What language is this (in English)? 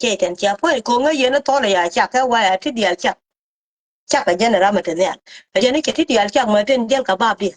Nuer